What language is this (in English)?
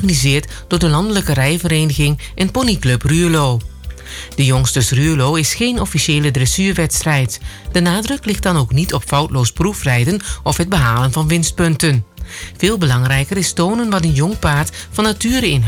Dutch